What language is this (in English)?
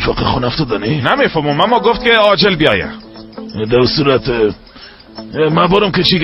Persian